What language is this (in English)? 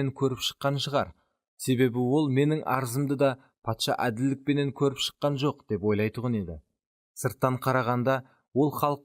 Kara-Kalpak